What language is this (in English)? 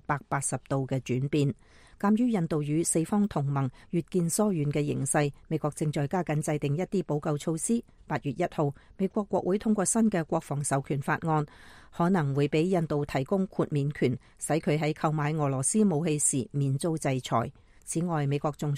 Cantonese